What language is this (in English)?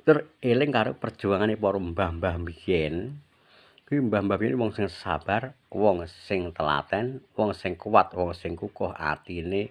Javanese